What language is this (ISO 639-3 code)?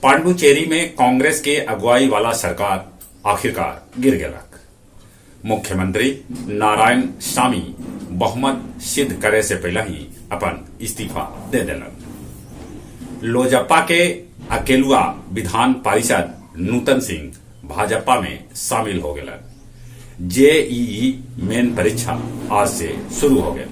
mag